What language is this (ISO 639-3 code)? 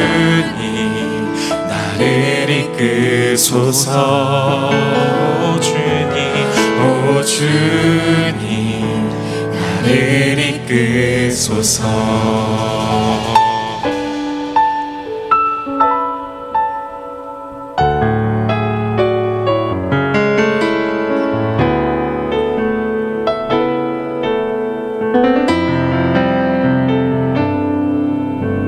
kor